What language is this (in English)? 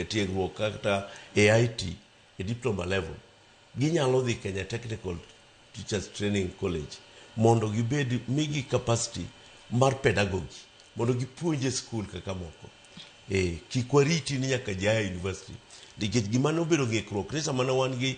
Luo (Kenya and Tanzania)